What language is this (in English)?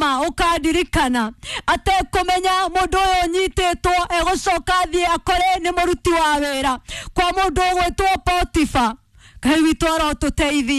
Kikuyu